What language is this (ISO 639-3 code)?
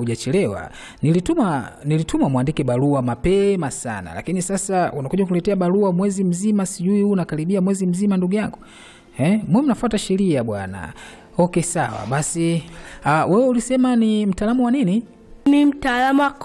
swa